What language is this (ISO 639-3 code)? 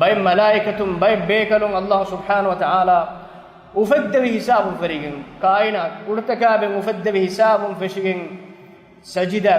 div